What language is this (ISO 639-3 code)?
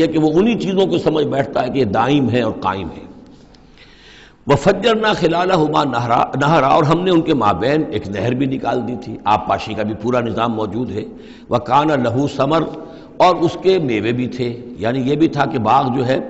urd